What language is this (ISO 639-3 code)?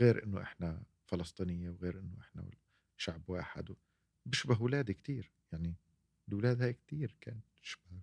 apc